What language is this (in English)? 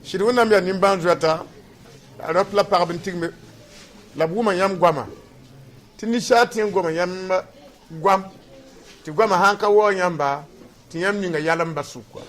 Mossi